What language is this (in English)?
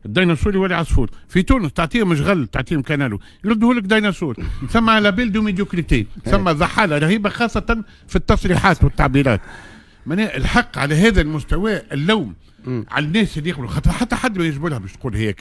Tunisian Arabic